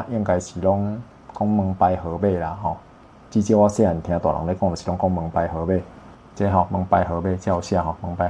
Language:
Min Nan Chinese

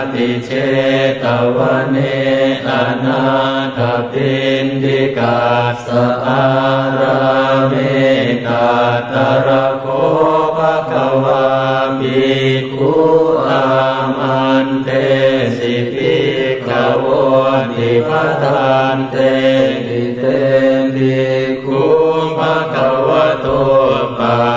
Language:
Pali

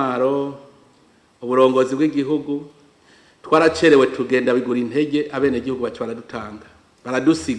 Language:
Rundi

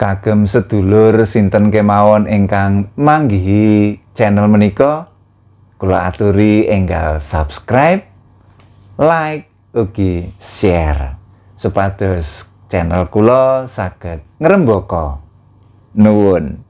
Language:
Javanese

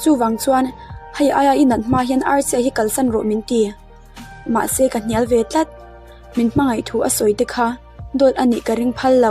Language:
Mizo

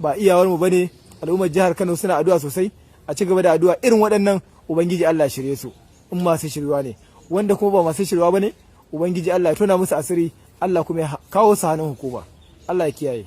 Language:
Hausa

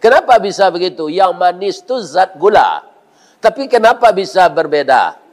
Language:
Minangkabau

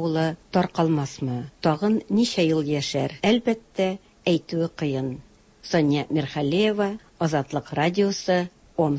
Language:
Tatar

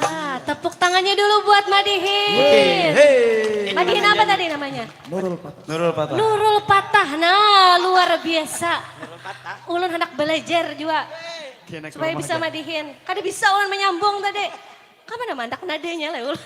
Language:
Banjar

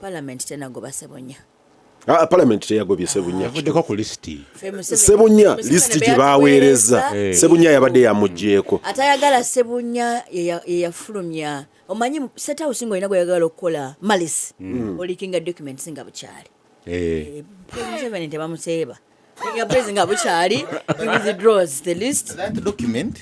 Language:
Ganda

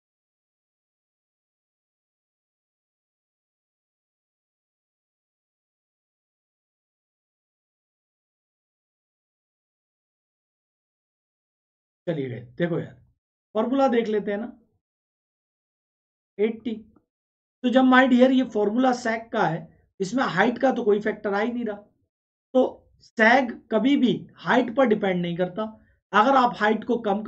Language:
Hindi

